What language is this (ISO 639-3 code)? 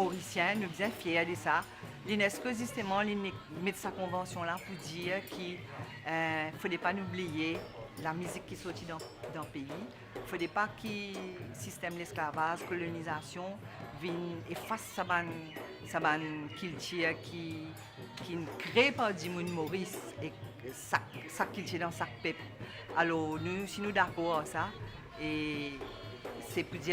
mfe